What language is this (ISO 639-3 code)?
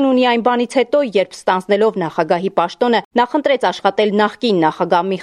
hye